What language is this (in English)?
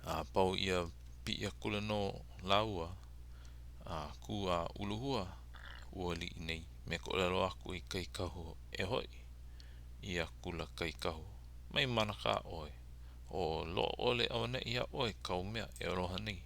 Hawaiian